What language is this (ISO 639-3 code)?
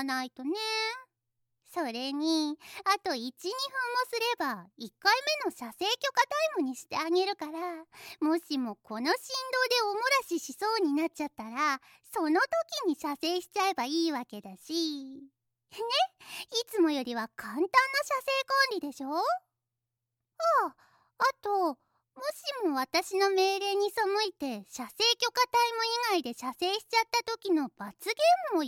jpn